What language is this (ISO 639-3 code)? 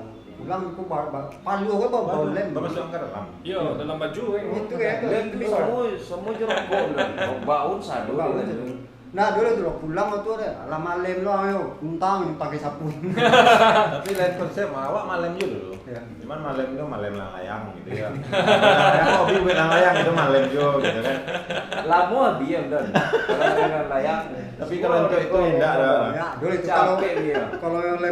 min